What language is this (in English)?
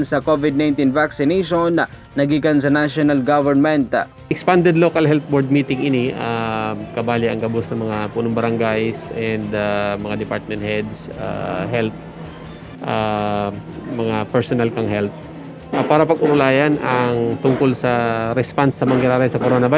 Bikol